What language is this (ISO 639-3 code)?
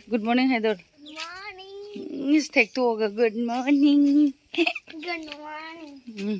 mni